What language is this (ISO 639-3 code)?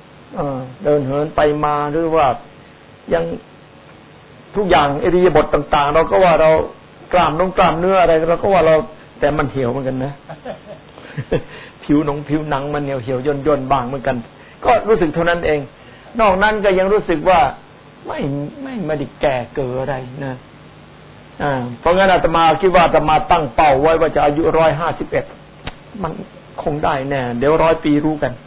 tha